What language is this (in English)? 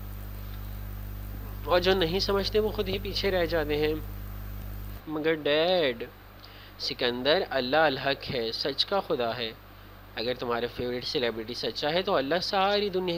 Urdu